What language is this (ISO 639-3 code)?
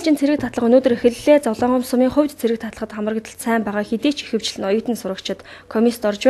mon